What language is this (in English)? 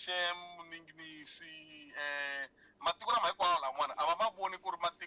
Tsonga